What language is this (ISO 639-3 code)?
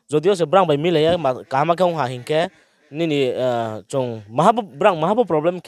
ria